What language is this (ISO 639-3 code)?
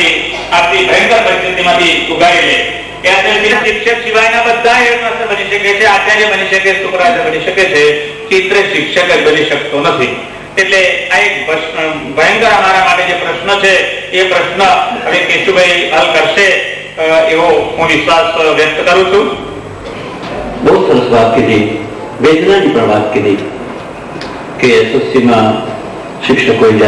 guj